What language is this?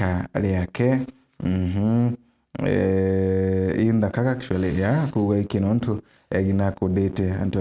Meru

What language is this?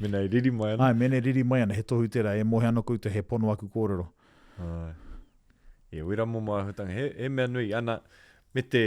Māori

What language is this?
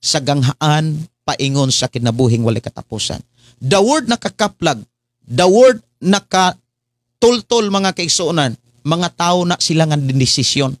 Cebuano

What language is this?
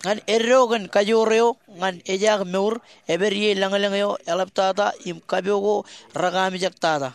Marshallese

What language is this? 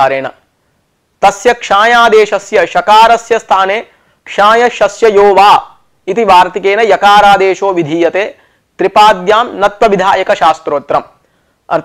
Sanskrit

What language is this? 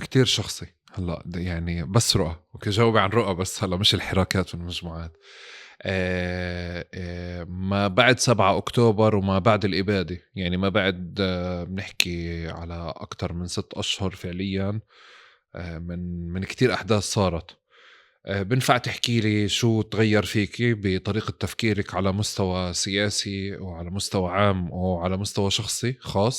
North Levantine Arabic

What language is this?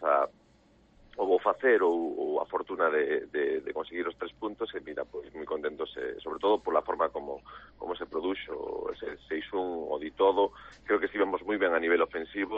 Galician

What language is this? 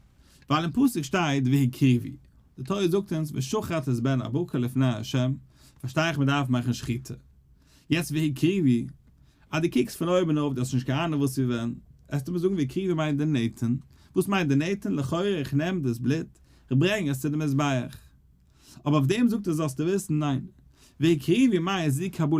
Yiddish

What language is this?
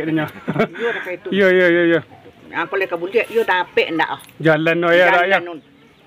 Minangkabau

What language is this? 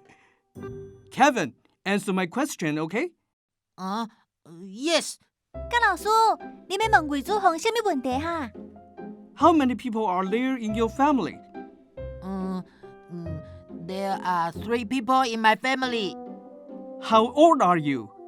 Min Nan Chinese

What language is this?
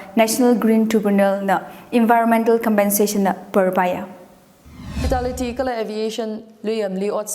Tangkhul Naga (India)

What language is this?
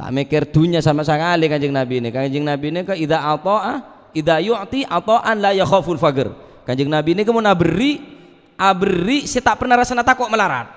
Madurese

